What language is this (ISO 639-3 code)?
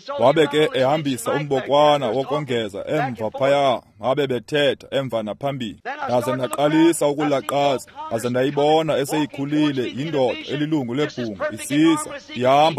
xho